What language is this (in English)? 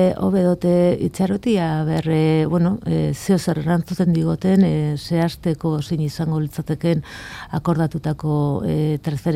Basque